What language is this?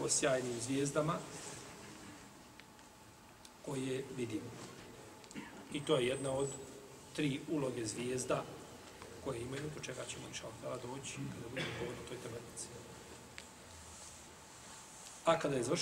Bosnian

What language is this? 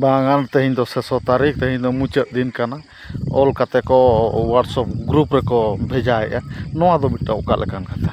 Santali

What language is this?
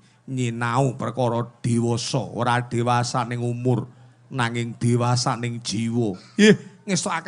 Javanese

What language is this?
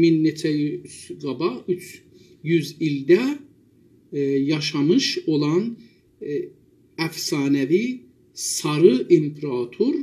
South Azerbaijani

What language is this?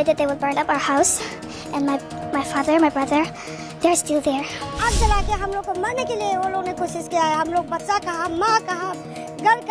Riang (India)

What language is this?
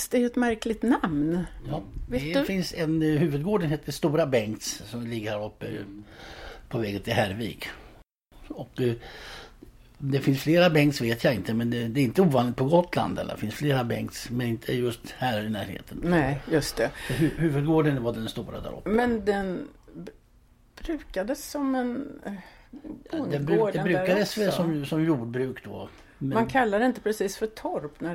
Swedish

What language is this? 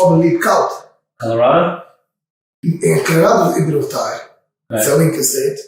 Yiddish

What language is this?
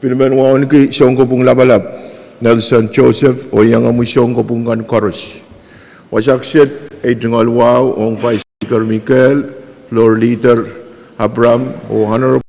Pohnpeian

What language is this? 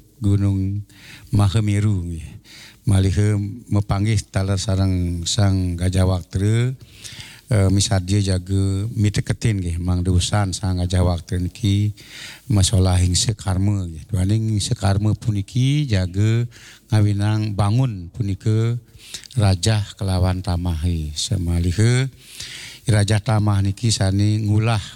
Balinese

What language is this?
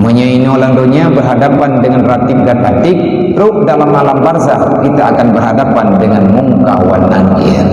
Achinese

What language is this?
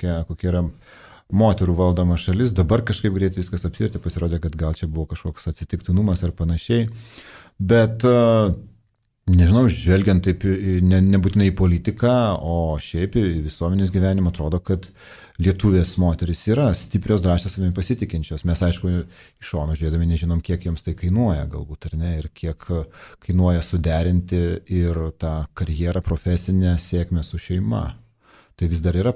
Lithuanian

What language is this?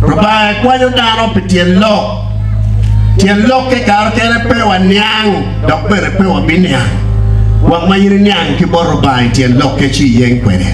Acoli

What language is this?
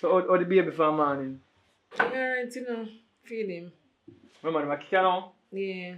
Jamaican Creole English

